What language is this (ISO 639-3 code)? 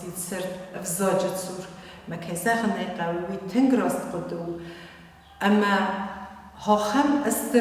oss